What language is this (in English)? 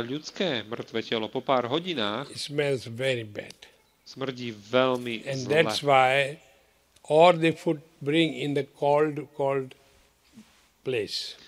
Slovak